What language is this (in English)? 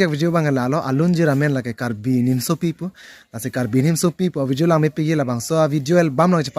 Karbi